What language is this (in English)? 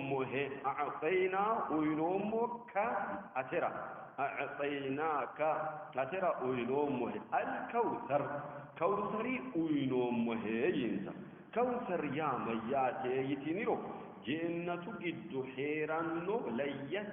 Sidamo